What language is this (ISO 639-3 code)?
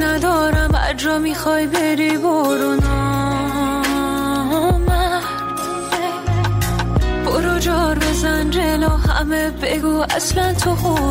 fas